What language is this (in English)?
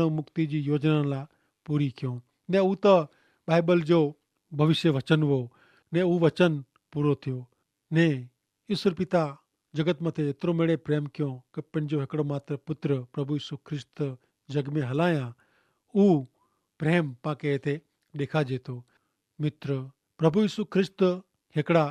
Kachhi